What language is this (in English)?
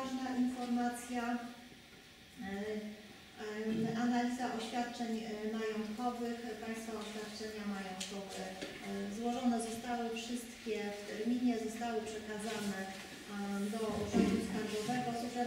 Polish